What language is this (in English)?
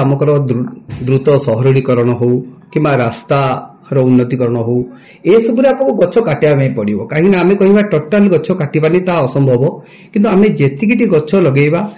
Odia